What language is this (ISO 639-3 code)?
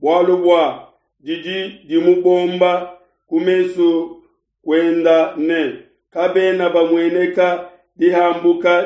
lua